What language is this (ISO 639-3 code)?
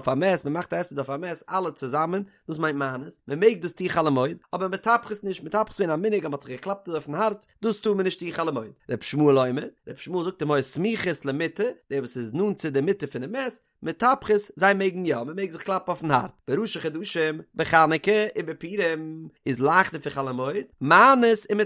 yid